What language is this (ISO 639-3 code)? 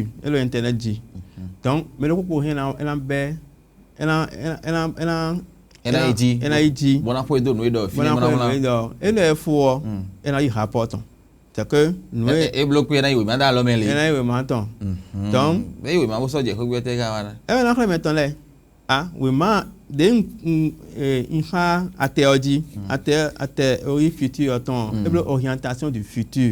fon